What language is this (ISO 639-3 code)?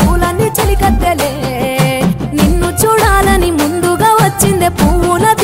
tel